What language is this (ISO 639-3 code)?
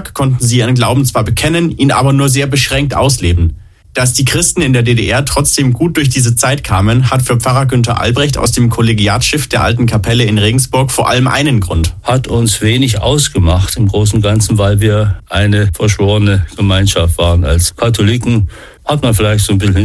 deu